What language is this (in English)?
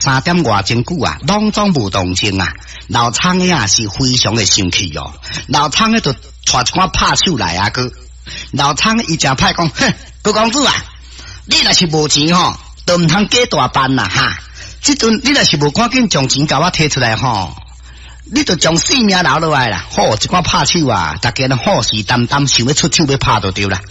Min Nan Chinese